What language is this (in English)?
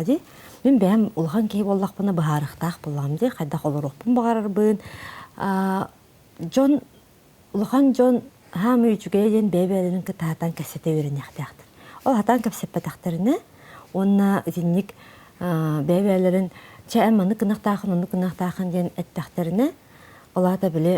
Yakut